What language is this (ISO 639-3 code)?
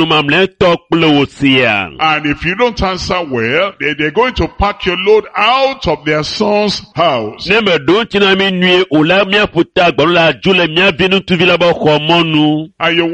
ewe